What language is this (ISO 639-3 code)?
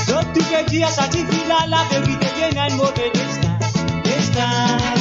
mfe